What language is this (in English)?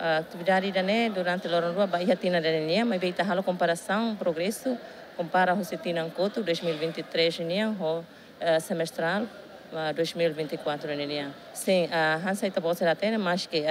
Tetum